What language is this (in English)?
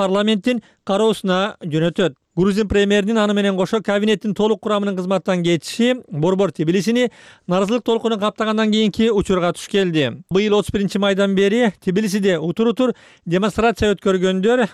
Kyrgyz